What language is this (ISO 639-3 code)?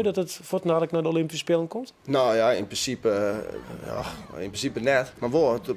fry